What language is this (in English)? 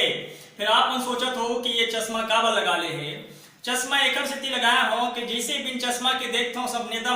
Chhattisgarhi